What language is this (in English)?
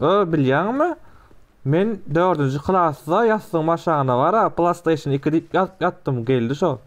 Turkmen